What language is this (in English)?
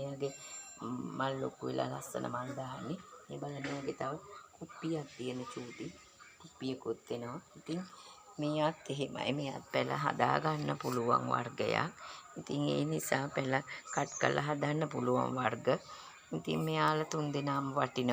Sinhala